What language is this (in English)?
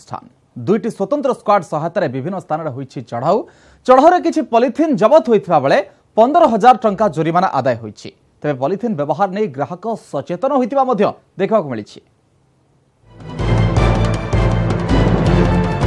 Odia